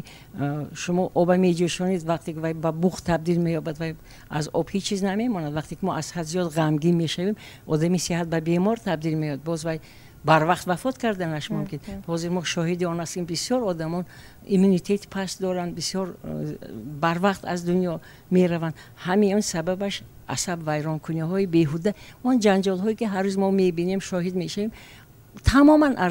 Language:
Tajik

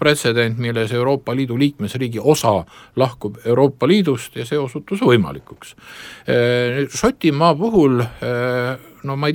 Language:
Estonian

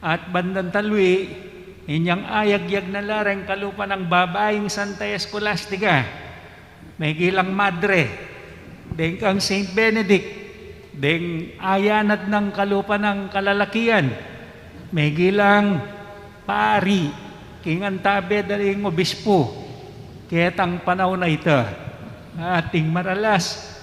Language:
Pampanga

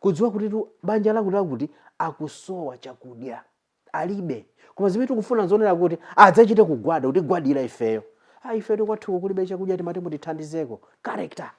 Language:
Nyanja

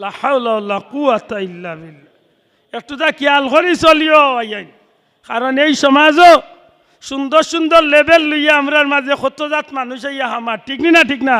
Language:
Sylheti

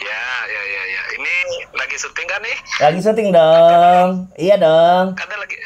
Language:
Banjar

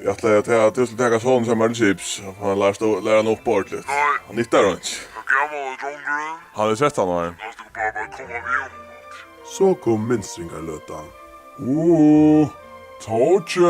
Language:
Faroese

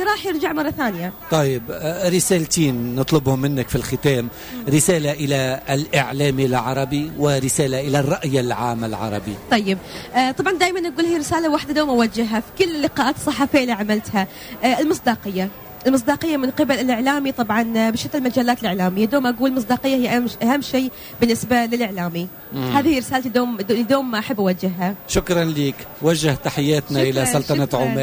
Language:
Tunisian Arabic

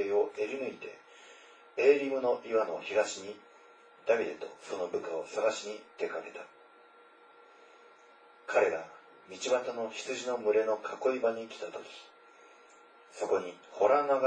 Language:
Japanese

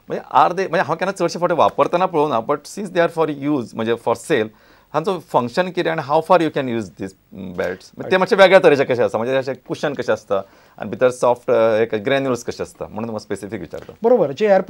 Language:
Konkani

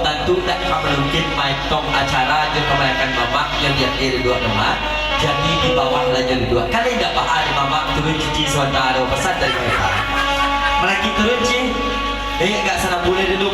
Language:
Minangkabau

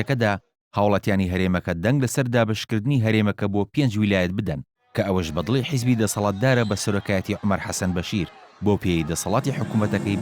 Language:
Central Kurdish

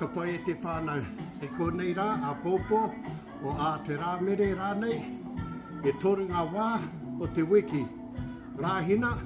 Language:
Māori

